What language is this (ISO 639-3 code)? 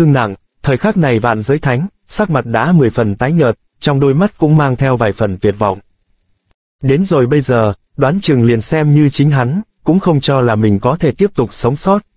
vie